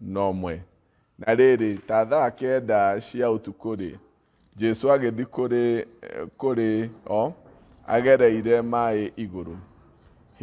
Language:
Kikuyu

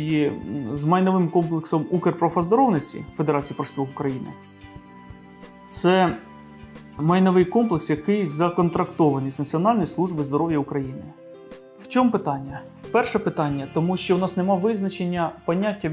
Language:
Ukrainian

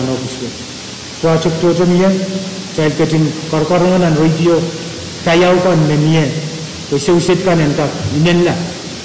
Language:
Pohnpeian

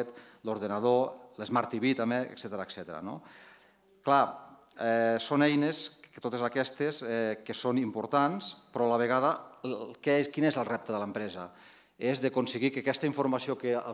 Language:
Catalan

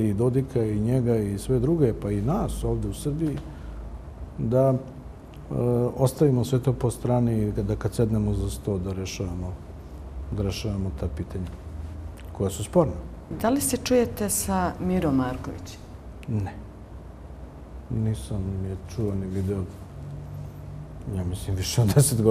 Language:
Bosnian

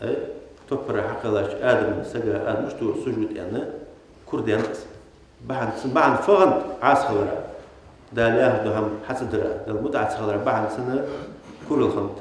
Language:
Ingush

